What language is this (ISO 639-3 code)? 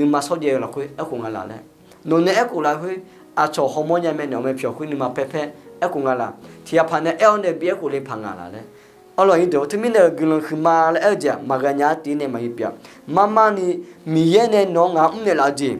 ahk